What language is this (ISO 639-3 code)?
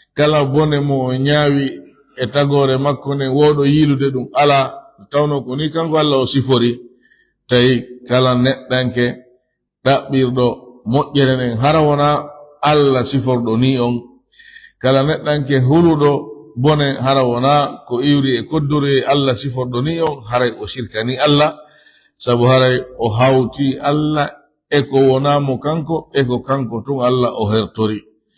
ful